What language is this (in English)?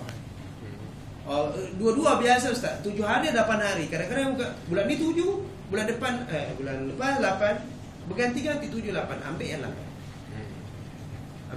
Malay